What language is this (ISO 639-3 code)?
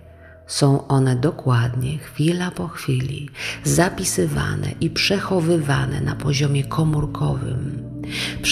pol